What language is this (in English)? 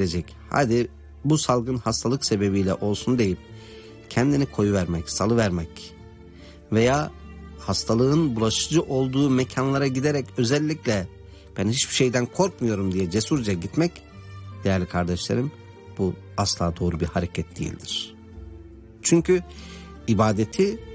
Turkish